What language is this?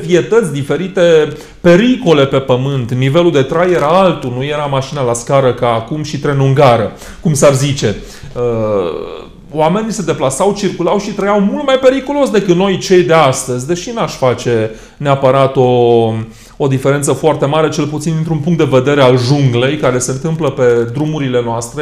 Romanian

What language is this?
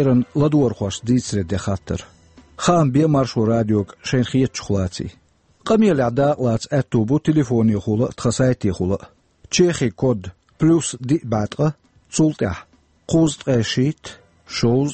Chechen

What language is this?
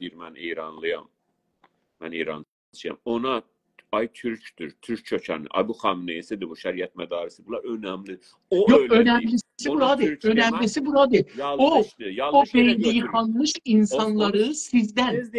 South Azerbaijani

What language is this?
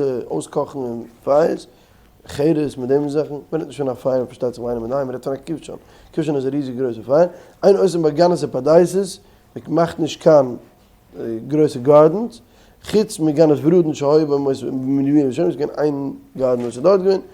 Yiddish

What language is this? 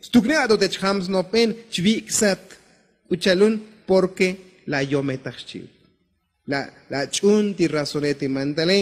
Tzotzil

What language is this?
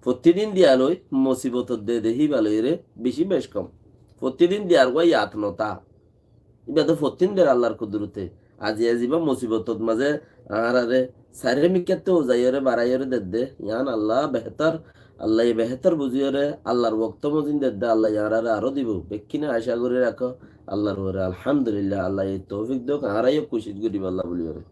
Rohingya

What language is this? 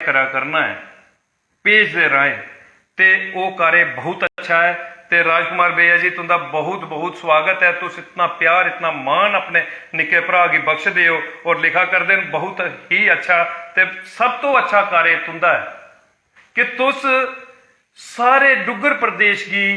Dogri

